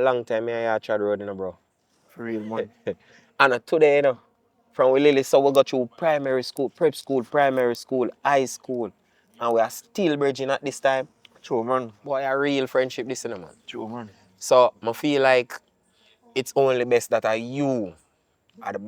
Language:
Jamaican Creole English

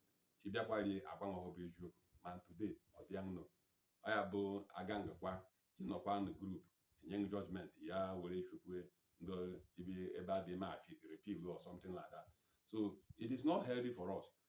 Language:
Igbo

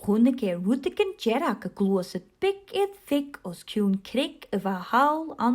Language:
Scottish Gaelic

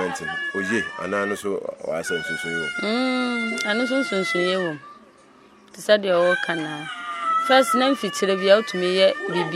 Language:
Akan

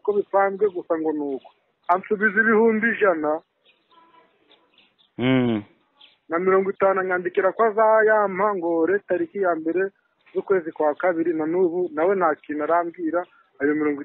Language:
Kinyarwanda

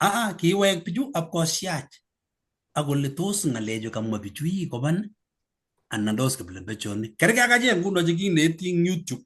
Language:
Kalenjin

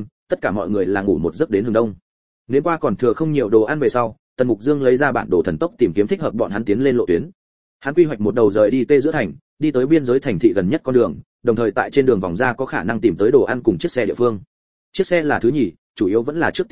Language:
Vietnamese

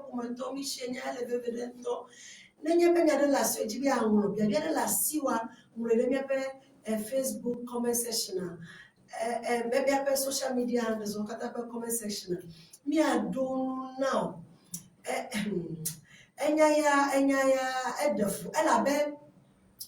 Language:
Ewe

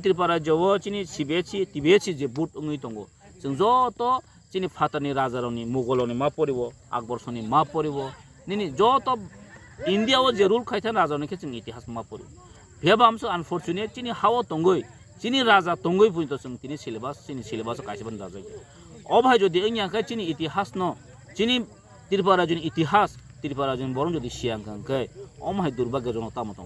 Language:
Kok Borok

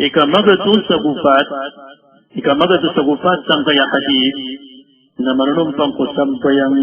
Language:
Maranao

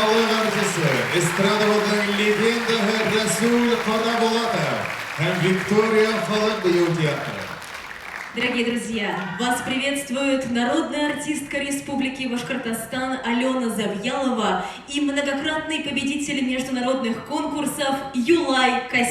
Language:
Bashkir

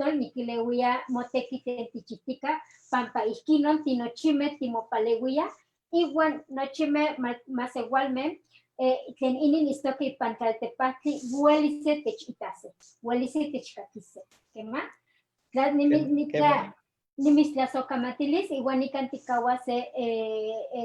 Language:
Eastern Huasteca Nahuatl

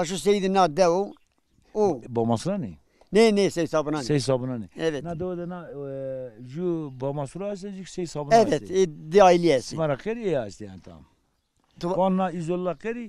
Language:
Zaza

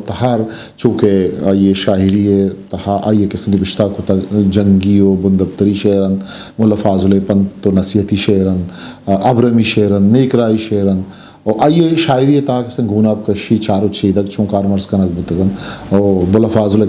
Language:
Eastern Balochi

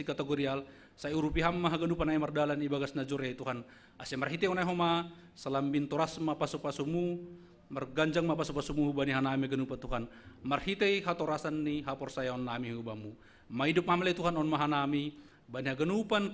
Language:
Batak Simalungun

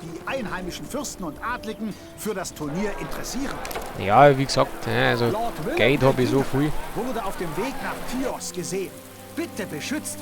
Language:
Bavarian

